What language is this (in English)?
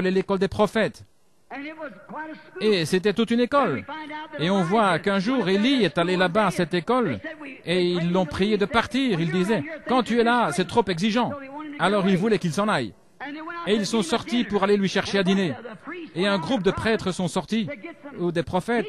French